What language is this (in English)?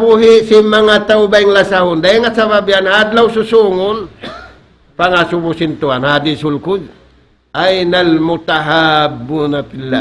Tausug